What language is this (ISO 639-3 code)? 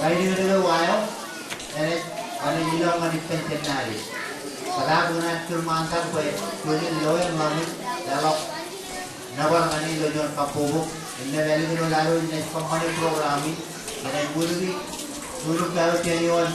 mah